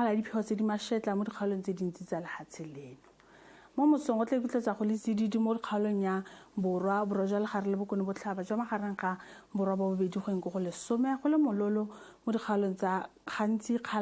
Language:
Tswana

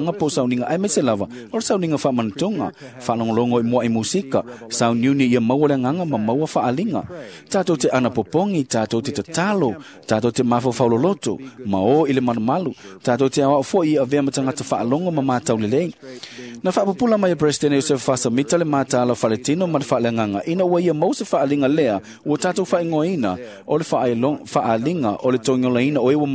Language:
Samoan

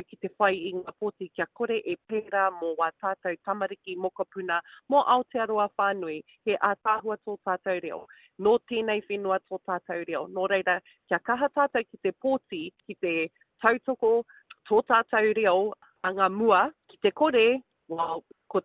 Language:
Māori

